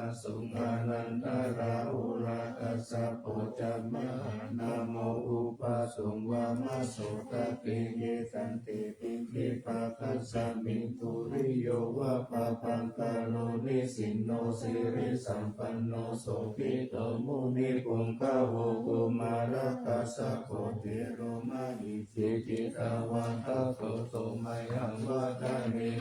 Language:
Pali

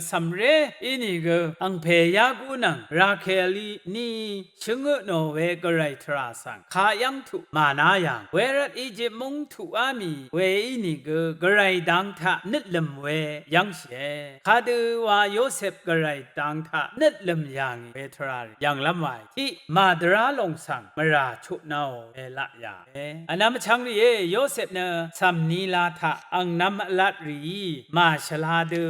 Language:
Rawang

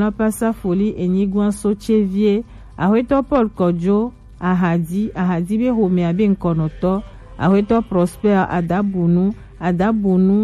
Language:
Gen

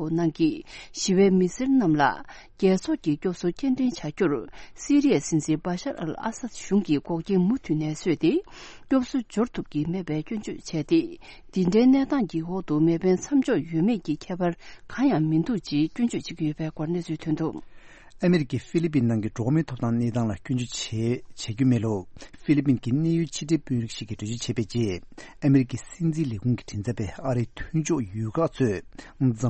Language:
Tibetan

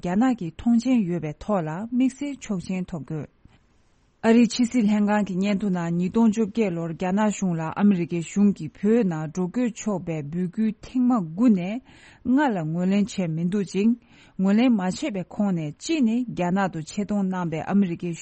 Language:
Tibetan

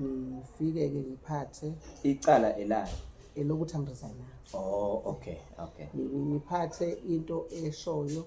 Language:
Zulu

